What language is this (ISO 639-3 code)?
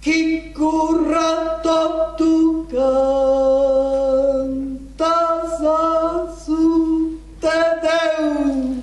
srd